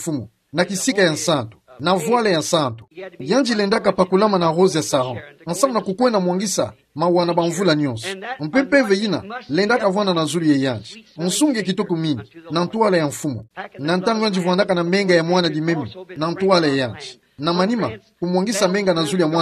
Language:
Kituba (Democratic Republic of Congo)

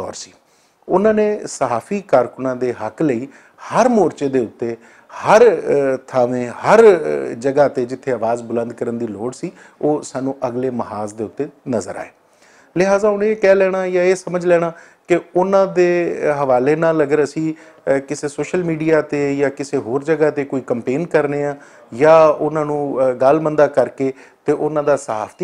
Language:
Western Panjabi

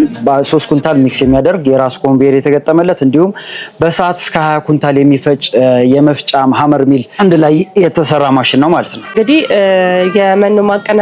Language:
Amharic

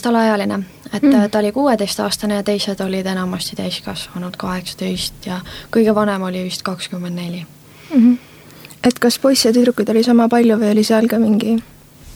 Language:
Estonian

